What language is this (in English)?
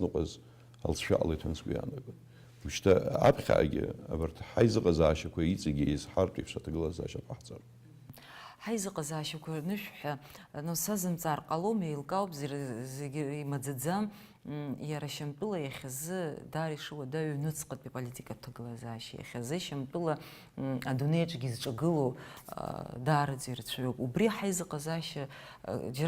Abkhazian